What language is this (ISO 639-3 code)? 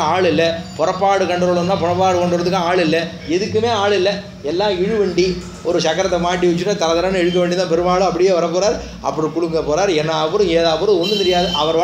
tam